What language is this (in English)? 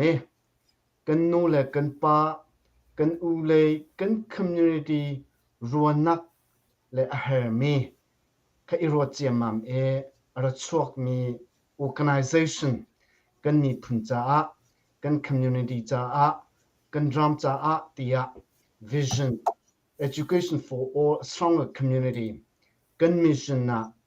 Hakha Chin